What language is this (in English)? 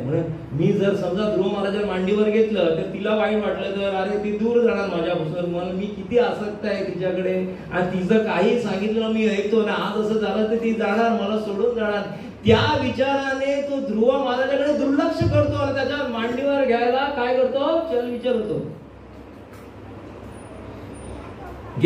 Marathi